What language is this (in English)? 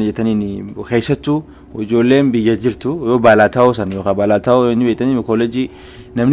Oromo